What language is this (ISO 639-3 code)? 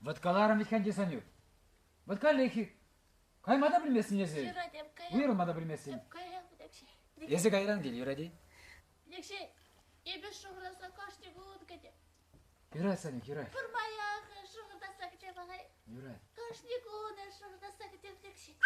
chv